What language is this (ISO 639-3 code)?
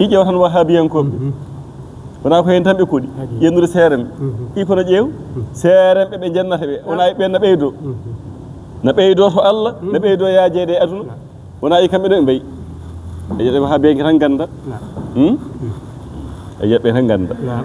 ful